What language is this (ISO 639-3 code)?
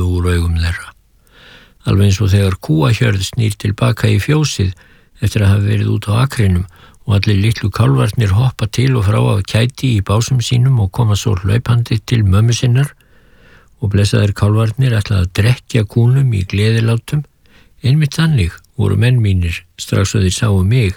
isl